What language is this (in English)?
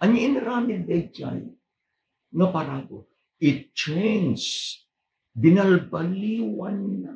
Iloko